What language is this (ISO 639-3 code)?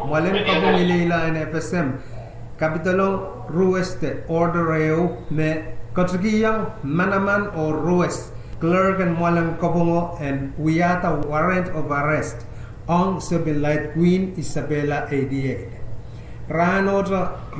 pon